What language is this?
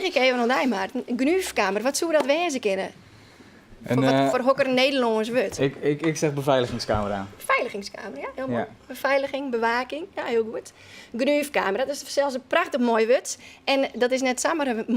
Western Frisian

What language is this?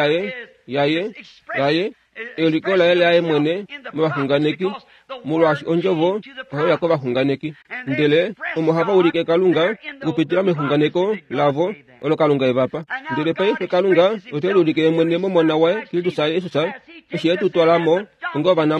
Kuanyama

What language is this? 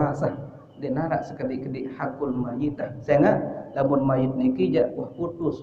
Sasak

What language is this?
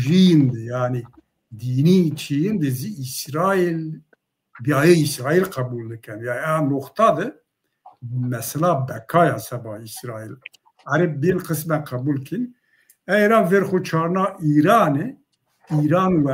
Zaza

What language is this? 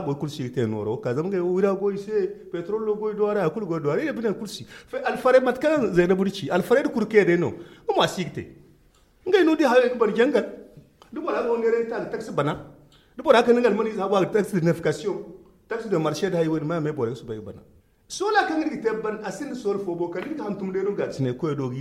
Zarma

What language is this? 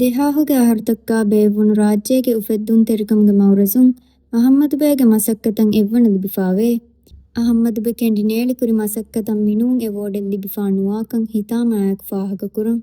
Divehi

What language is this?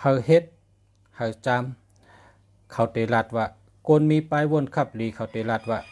Shan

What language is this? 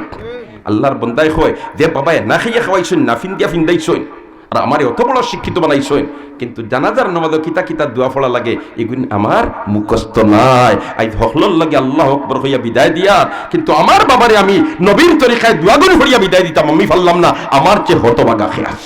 Sylheti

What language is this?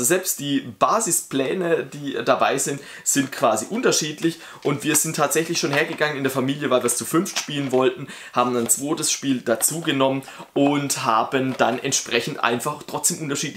German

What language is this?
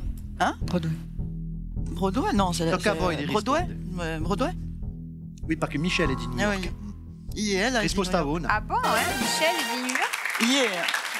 Corsican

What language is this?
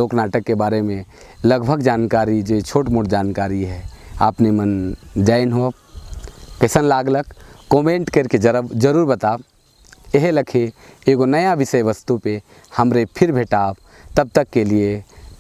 Sadri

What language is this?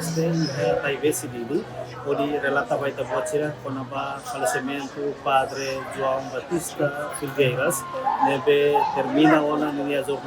Tetum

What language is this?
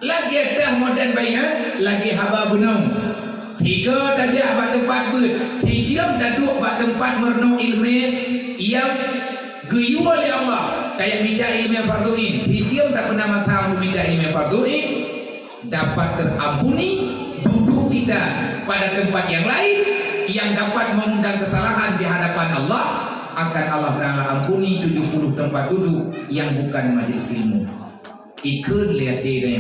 Achinese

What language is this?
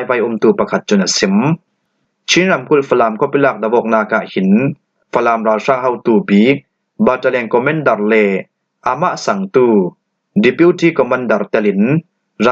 Falam Chin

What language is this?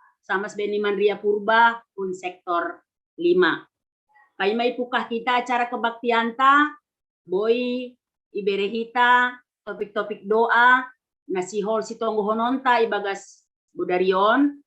Batak Simalungun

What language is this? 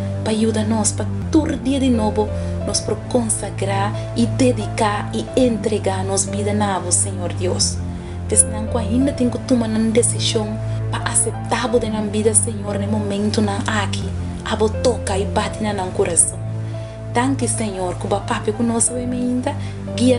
Papiamento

